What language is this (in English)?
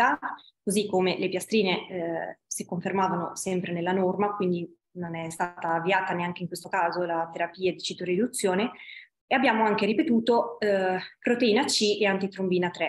Italian